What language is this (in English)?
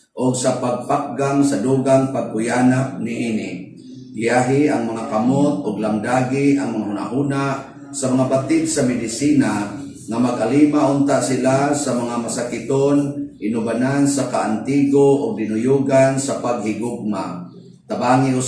Cebuano